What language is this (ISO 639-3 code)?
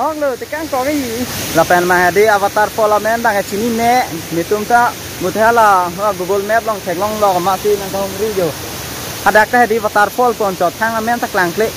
mjw